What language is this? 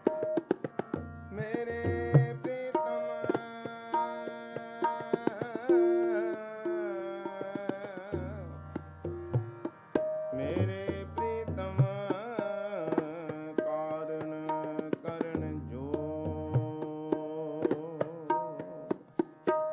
Punjabi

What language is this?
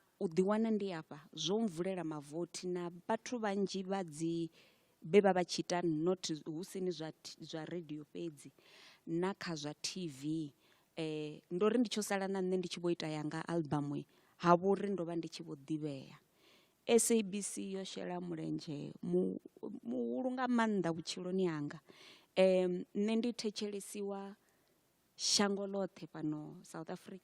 Venda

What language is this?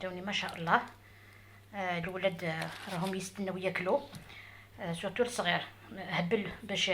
Algerian Arabic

